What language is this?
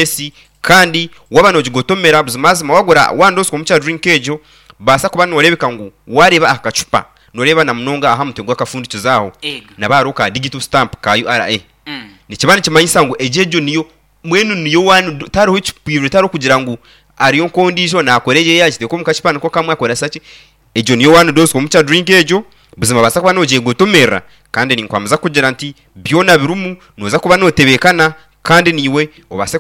Nyankole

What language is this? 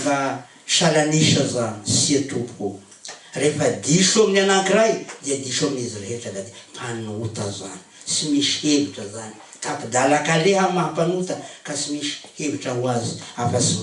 Malagasy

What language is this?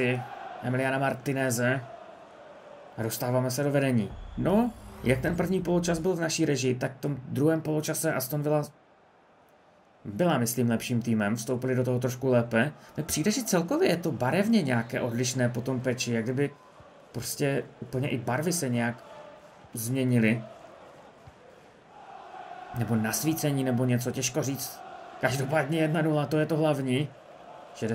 Czech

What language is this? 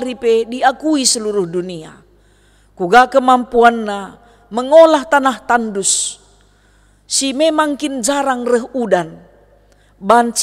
Batak Karo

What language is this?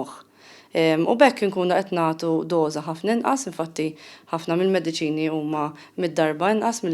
Maltese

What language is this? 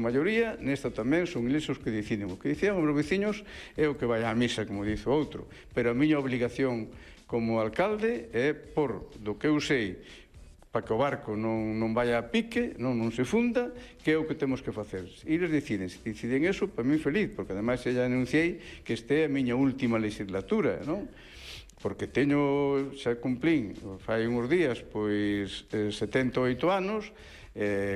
Galician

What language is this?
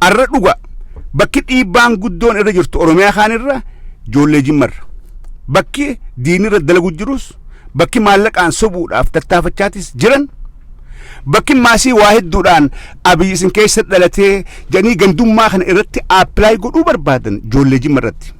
Oromo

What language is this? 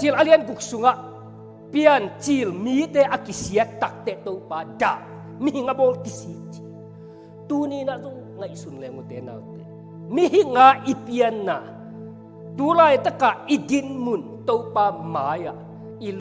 Tedim Chin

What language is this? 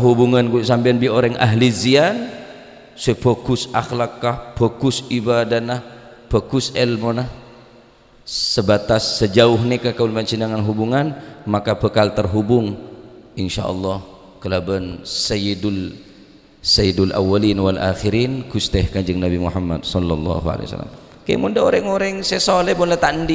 Madurese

